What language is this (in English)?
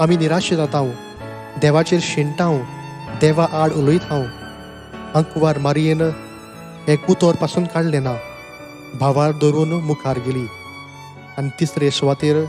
Konkani